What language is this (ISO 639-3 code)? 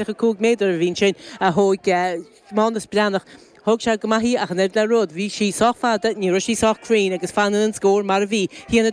gle